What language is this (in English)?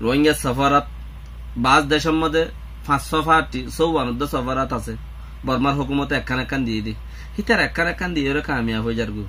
Rohingya